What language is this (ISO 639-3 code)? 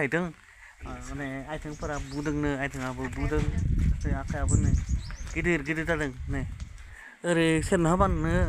brx